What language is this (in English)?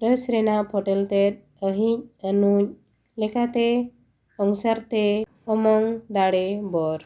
Santali